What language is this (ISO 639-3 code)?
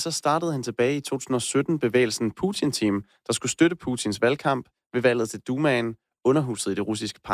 dan